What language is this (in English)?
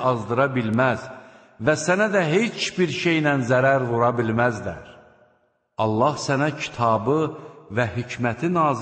Azerbaijani